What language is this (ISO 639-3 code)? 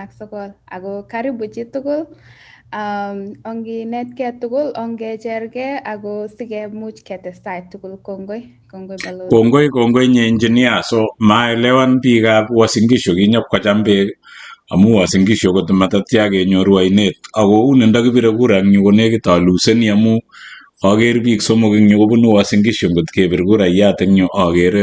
kln